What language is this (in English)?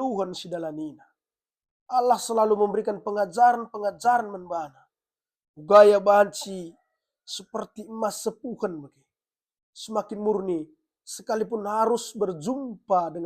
Batak Karo